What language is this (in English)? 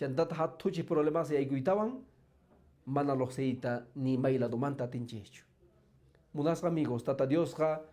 Quechua